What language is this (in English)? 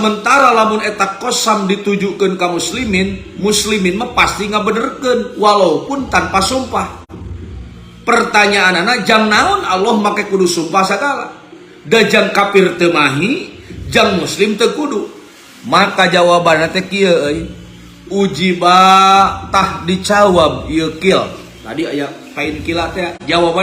Sundanese